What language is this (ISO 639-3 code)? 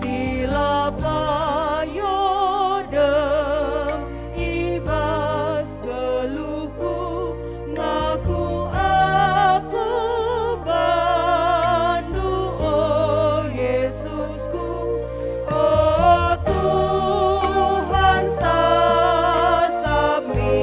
btx